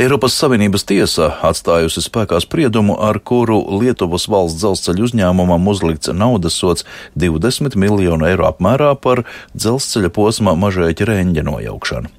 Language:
Latvian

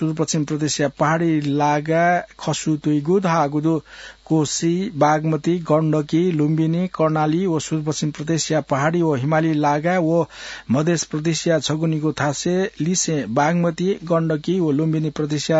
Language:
Newari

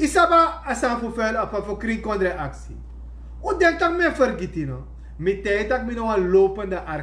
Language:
Sranan Tongo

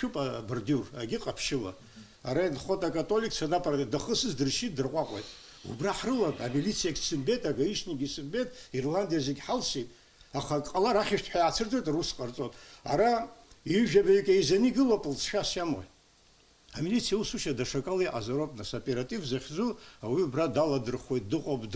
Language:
Abkhazian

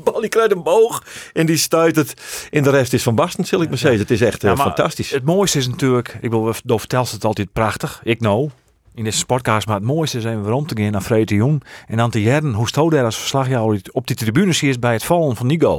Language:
Western Frisian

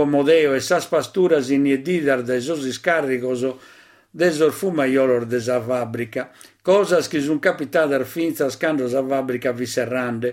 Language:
Sardinian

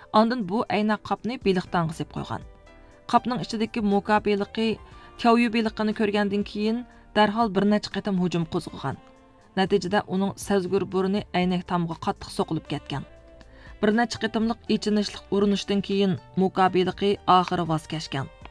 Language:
Uyghur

